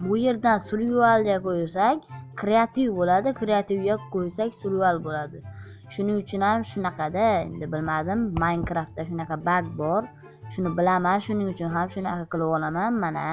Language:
Uzbek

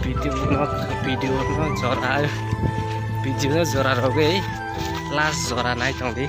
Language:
Kok Borok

